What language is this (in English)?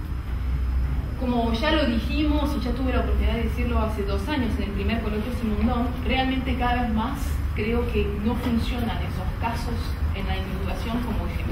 Spanish